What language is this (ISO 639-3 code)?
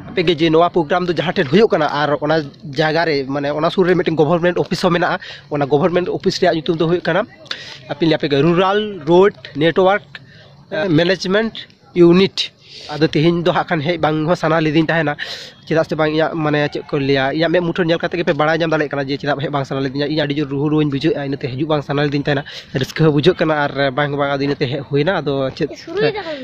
sat